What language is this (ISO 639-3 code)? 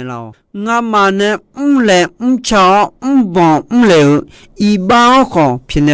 ahk